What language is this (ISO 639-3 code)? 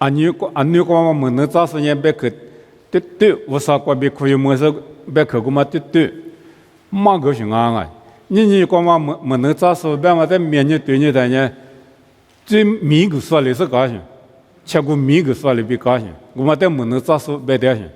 lis